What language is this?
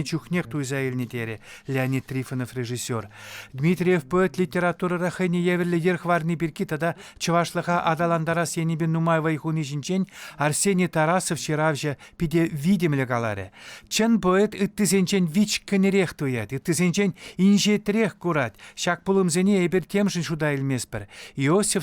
Chuvash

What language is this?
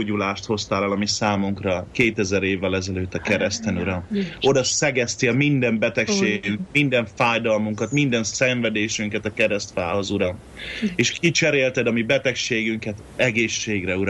Hungarian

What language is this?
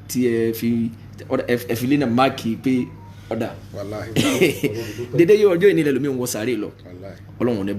Yoruba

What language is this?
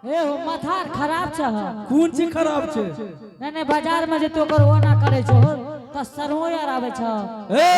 Angika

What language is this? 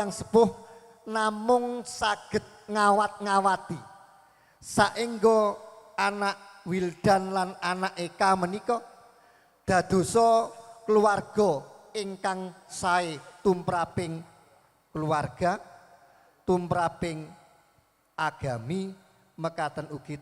Javanese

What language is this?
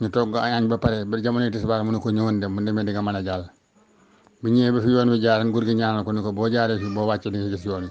Wolof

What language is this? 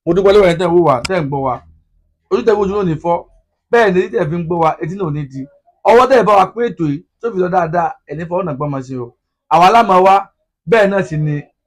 Yoruba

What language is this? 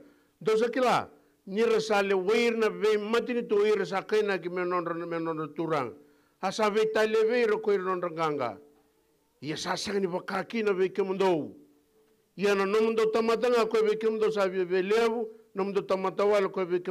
Fijian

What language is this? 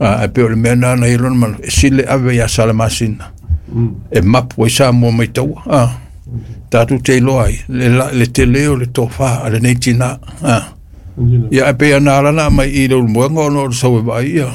Samoan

